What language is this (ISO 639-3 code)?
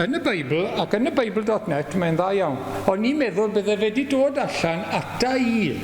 cym